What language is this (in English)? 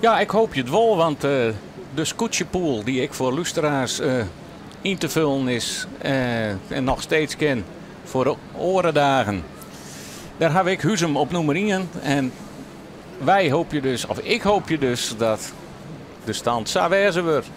Western Frisian